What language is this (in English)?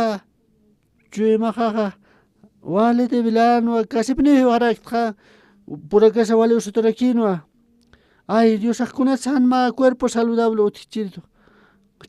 Aymara